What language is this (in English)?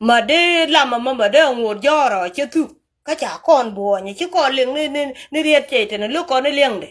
Nuer